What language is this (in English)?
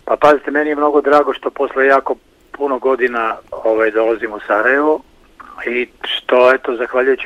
Bosnian